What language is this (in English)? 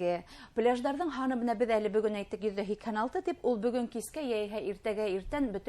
Bashkir